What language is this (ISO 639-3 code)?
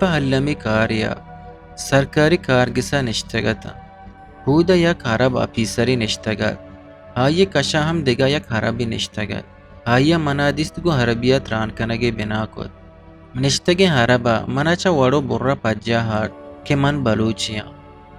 bgp